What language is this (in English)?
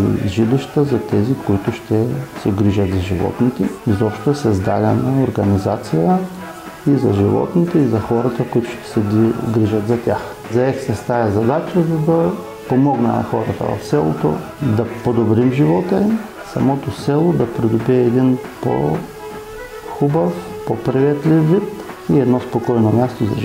Bulgarian